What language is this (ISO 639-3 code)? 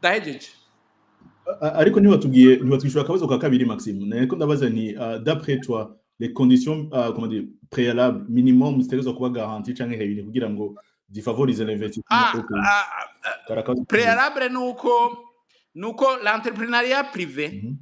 run